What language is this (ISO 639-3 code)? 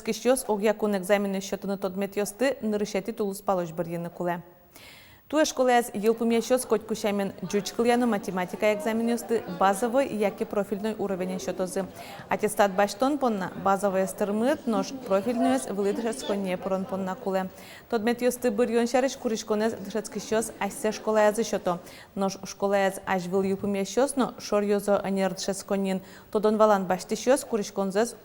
udm